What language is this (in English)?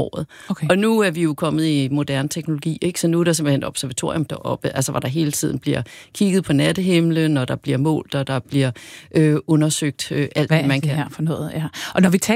Danish